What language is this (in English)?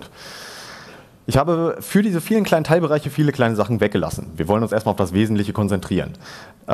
German